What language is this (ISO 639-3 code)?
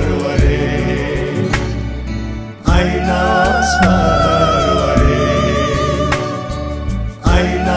fas